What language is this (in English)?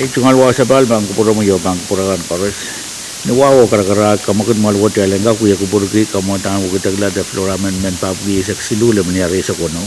Pohnpeian